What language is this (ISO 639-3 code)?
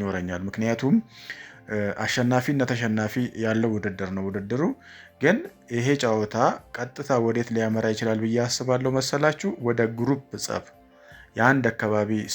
amh